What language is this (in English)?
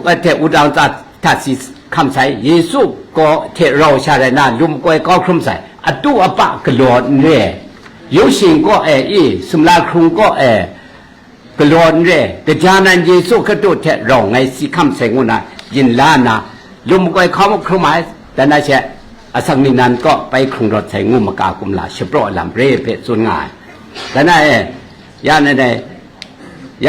Kachin